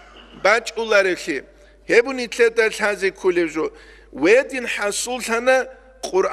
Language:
Avaric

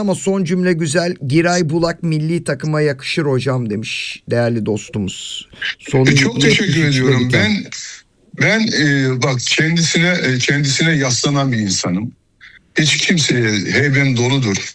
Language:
Turkish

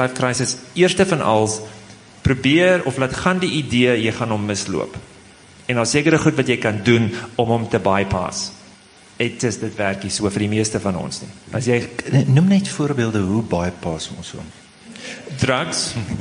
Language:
Afrikaans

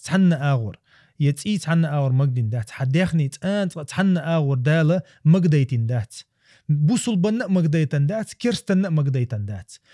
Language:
Chechen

